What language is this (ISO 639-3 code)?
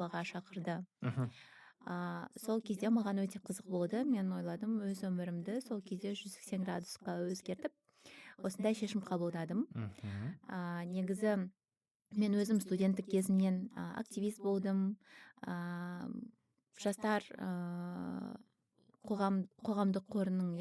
kaz